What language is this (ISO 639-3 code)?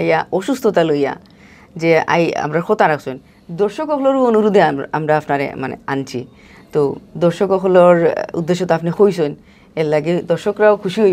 syl